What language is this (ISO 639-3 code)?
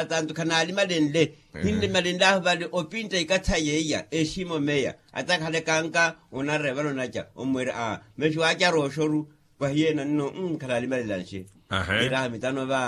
vmw